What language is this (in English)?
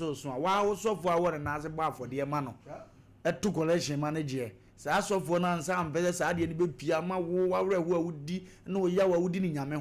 Akan